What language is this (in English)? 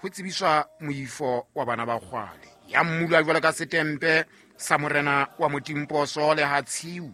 Southern Sotho